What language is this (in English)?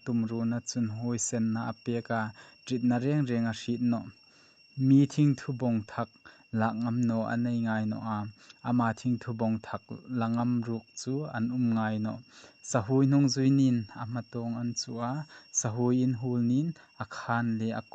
Hmar